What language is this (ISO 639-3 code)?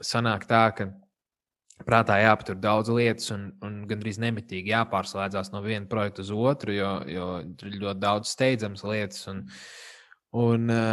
lav